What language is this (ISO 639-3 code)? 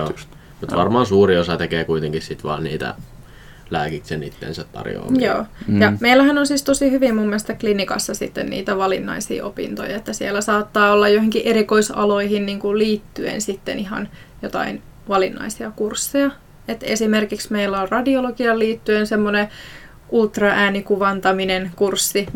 fin